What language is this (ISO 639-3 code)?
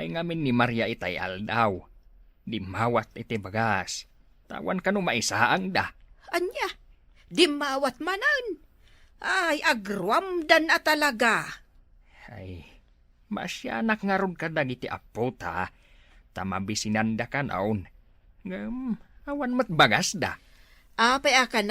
ilo